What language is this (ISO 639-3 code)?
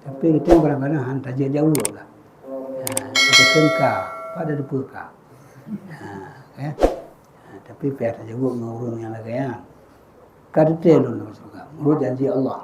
ace